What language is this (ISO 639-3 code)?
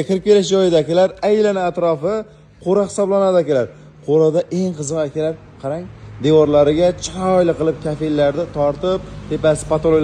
uzb